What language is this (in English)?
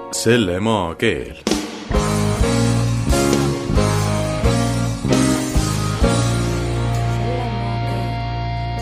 Estonian